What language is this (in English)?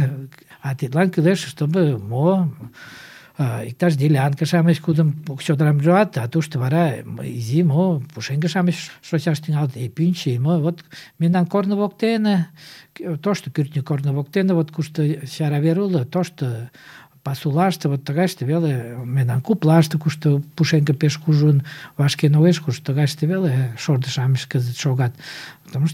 Mari